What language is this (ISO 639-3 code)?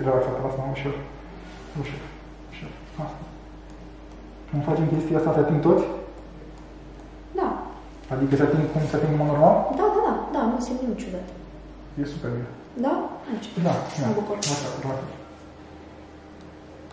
ron